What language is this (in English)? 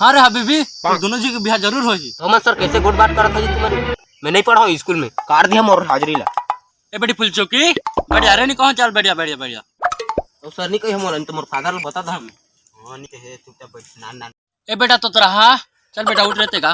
Chhattisgarhi